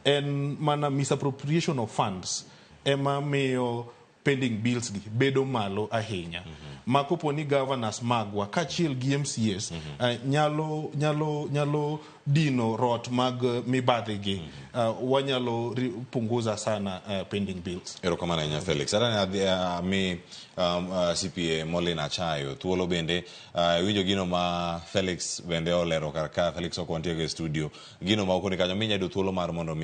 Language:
Luo (Kenya and Tanzania)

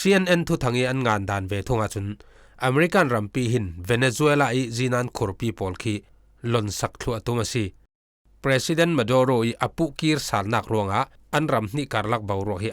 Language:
Falam Chin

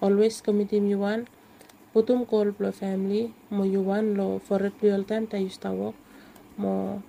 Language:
Bislama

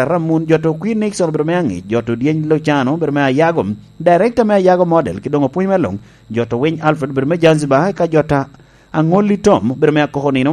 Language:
Lango (Uganda)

